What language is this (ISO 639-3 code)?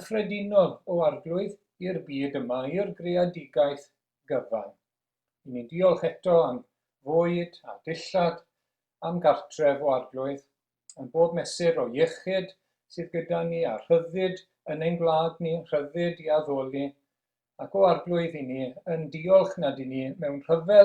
cym